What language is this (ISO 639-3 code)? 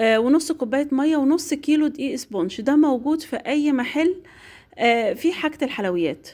arz